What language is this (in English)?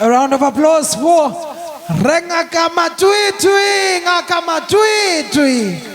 Tswana